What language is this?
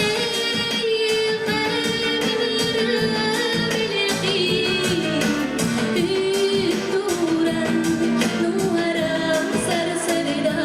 Yakut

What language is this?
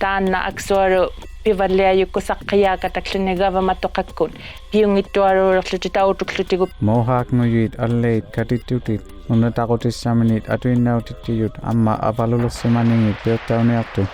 Inuktitut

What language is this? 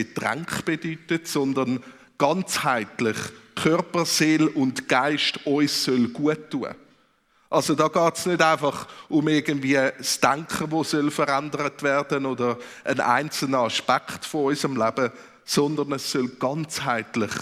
Swiss German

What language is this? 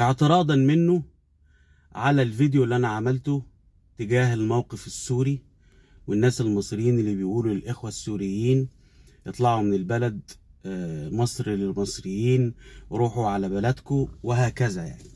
Egyptian Arabic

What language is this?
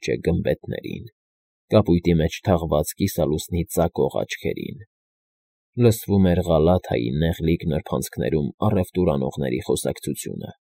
Armenian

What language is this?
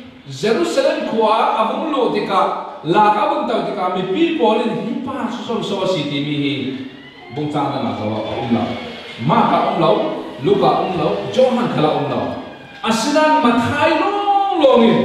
Falam Chin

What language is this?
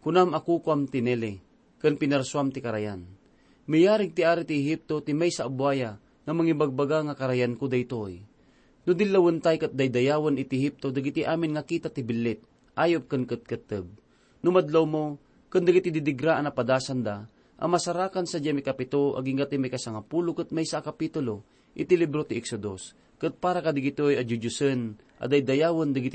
Iloko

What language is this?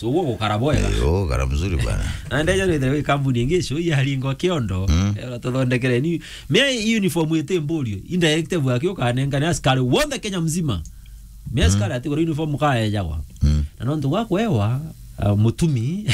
Meru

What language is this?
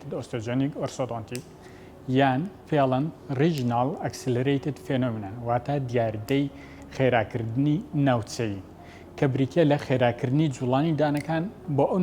Central Kurdish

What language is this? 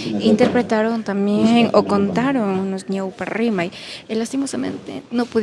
Imbabura Highland Quichua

